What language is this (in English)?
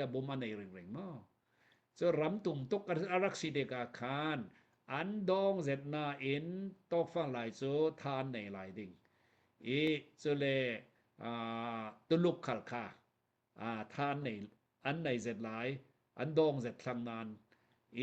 Hakha Chin